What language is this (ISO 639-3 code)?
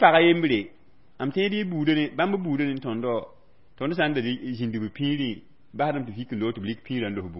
mos